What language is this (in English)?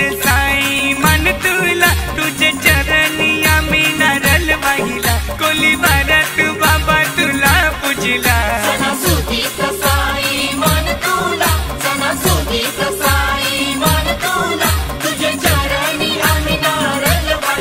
Marathi